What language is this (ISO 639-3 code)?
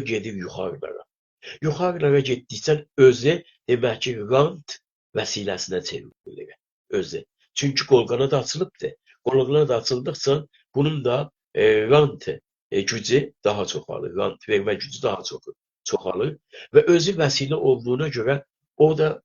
azb